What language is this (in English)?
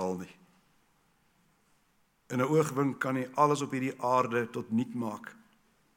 Afrikaans